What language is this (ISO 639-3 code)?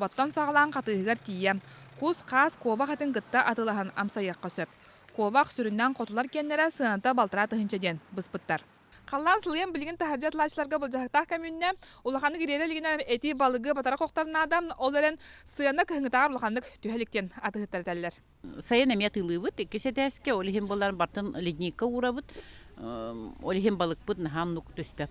sah